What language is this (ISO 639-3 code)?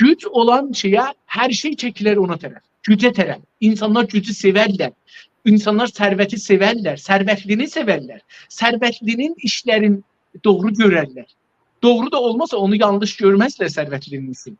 azb